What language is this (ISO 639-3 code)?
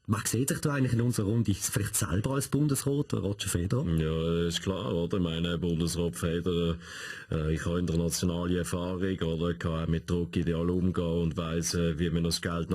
gsw